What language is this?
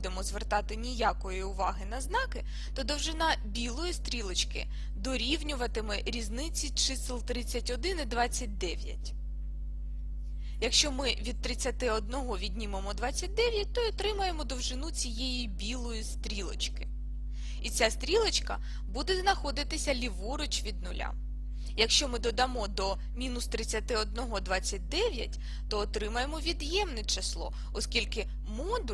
Ukrainian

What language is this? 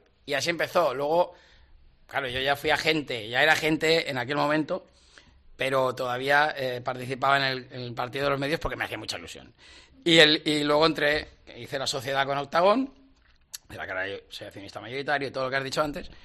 Spanish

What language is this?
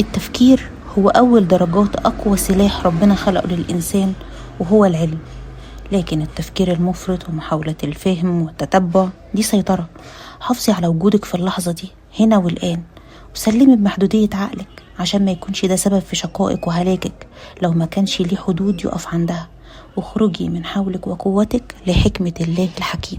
Egyptian Arabic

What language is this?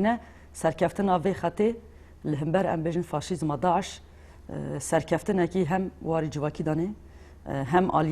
Kurdish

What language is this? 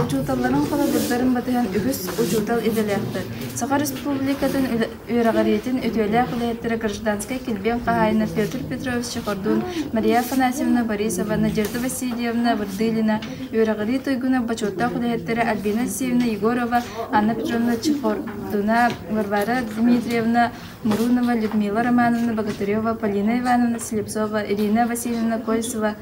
Yakut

